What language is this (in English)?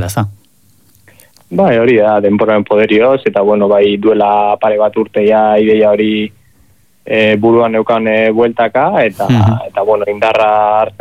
Basque